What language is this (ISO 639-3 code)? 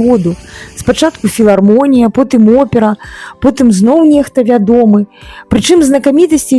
bel